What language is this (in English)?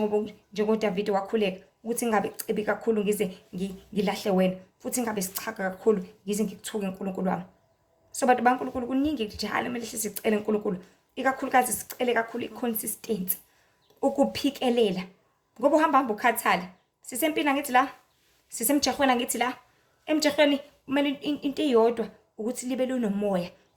Zulu